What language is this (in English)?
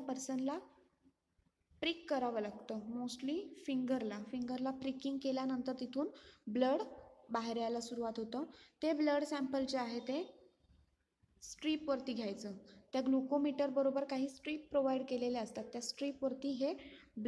Marathi